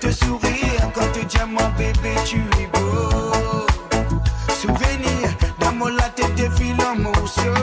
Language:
Morisyen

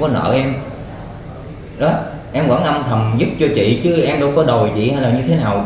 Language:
Vietnamese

